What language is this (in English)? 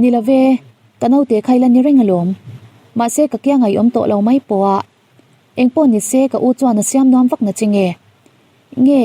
Mizo